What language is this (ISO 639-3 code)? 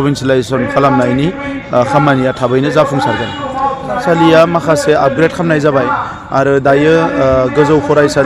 brx